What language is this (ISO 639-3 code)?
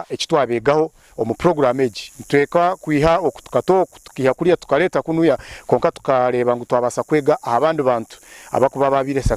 nyn